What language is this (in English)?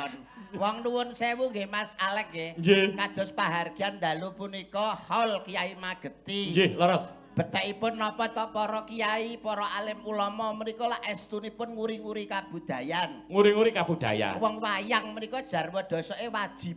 Javanese